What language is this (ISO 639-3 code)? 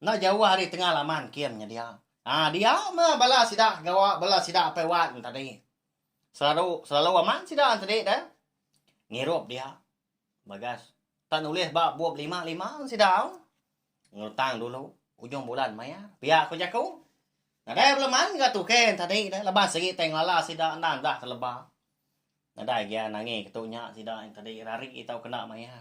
iba